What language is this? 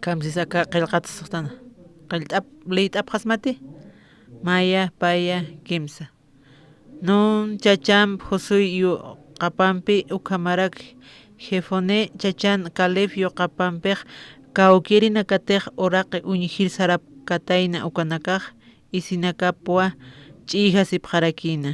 Aymara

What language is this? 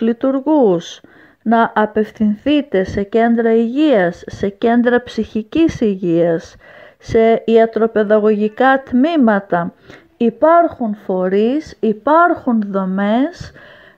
Greek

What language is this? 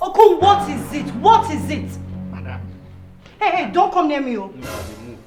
Nigerian Pidgin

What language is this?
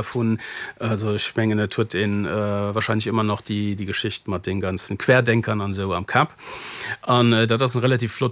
Luxembourgish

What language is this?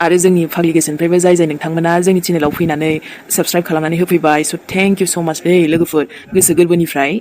Bodo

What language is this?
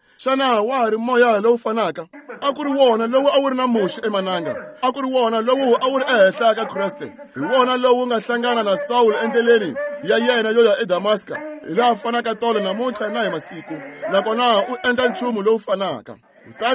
Tsonga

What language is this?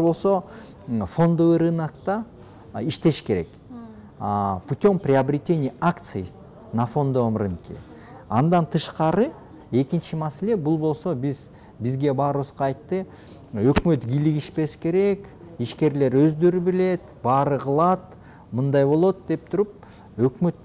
Kyrgyz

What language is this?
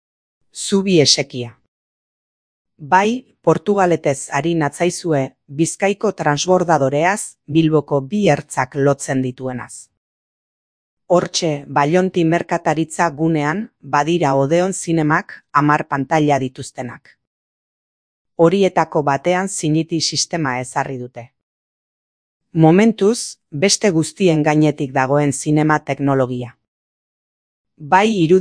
Basque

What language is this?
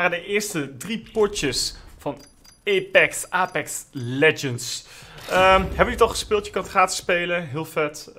Dutch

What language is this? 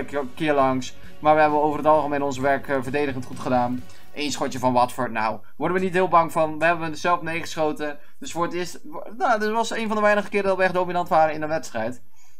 Dutch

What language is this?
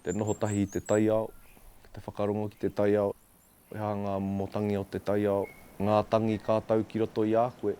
Māori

